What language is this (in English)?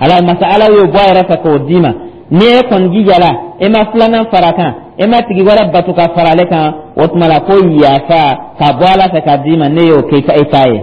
Dyula